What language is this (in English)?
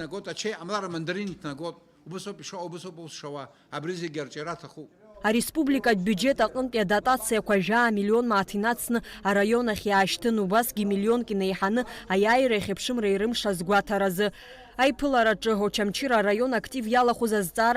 Abkhazian